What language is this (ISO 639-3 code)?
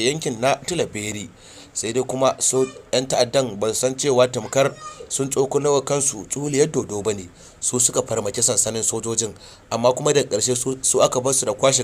hau